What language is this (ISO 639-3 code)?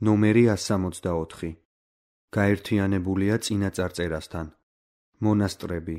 kat